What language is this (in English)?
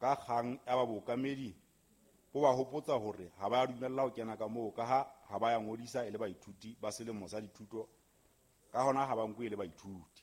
Southern Sotho